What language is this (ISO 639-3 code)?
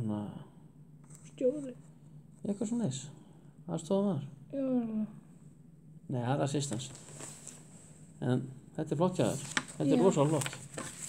isl